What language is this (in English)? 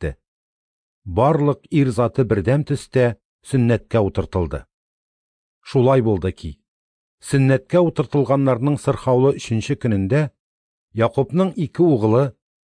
Tatar